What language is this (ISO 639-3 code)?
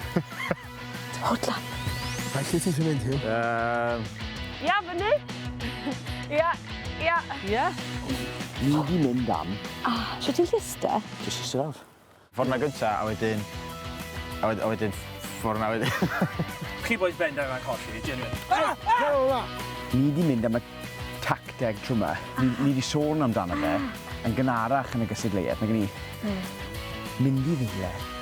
cym